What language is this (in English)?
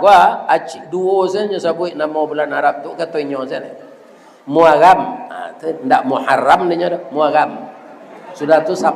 Minangkabau